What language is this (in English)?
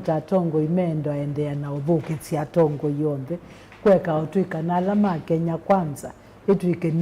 Kamba